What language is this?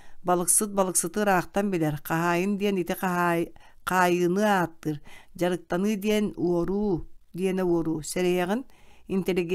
Yakut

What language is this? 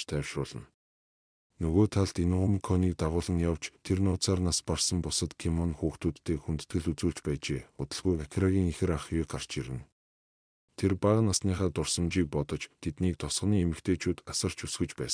Mongolian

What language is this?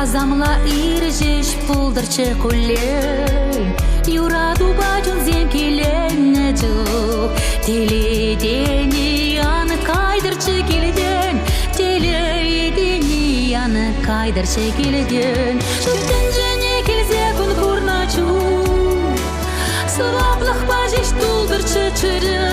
Chuvash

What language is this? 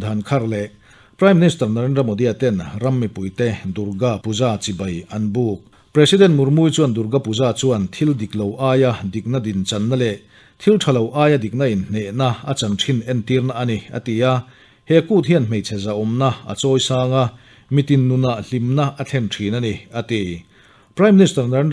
Mizo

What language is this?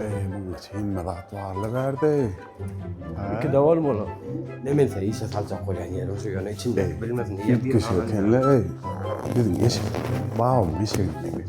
Turkmen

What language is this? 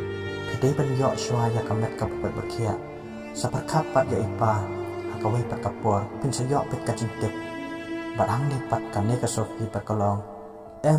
Khasi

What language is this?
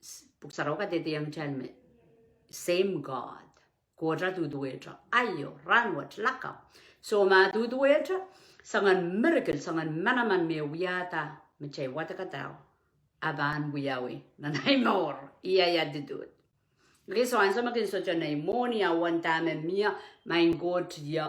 Pohnpeian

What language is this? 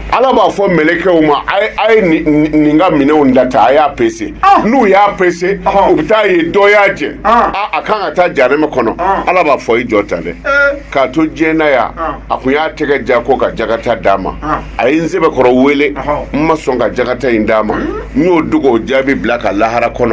Bambara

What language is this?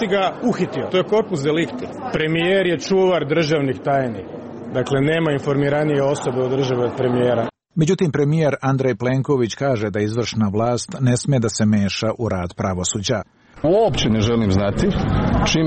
Croatian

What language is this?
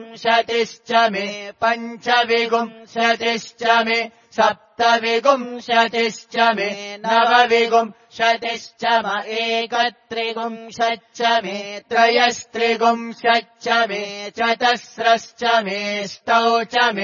Sanskrit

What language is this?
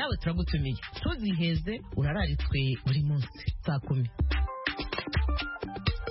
Kinyarwanda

